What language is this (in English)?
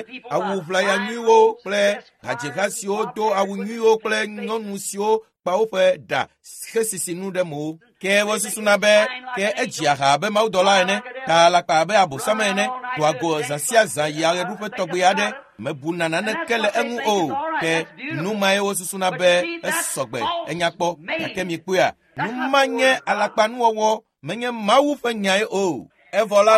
Ewe